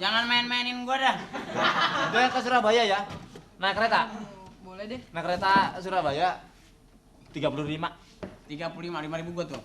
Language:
Betawi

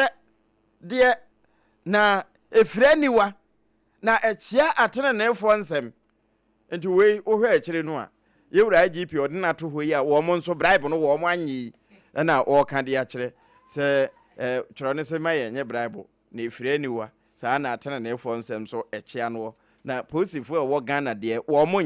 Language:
Akan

